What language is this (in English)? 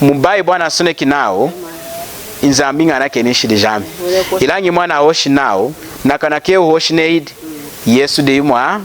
Lunda